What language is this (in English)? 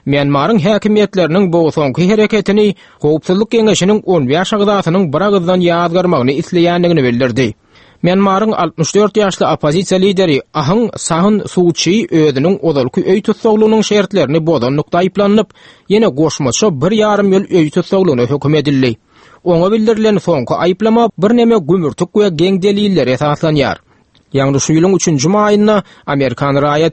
Turkmen